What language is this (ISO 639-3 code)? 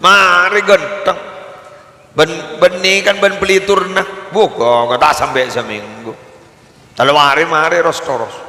mad